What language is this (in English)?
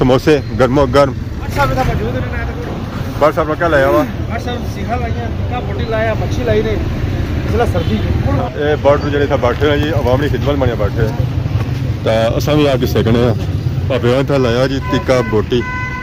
Pahari-Potwari